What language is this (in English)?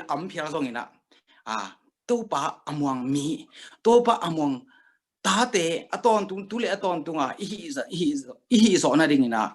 Tedim Chin